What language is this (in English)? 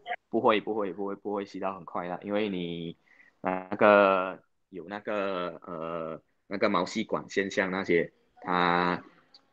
Chinese